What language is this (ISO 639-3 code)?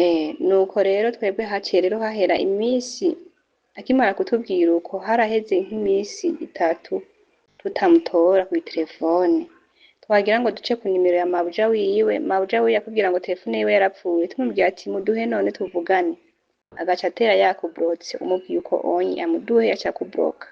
run